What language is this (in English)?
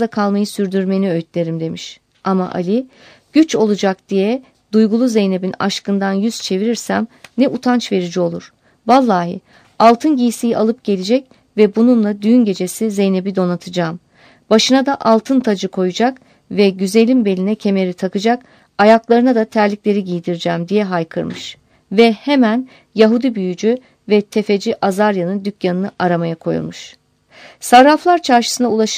Turkish